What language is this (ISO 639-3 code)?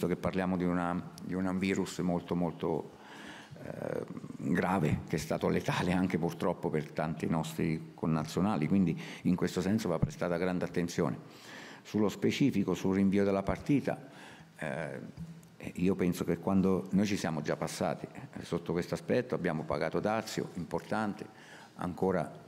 ita